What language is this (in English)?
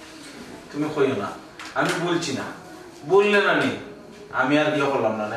Sylheti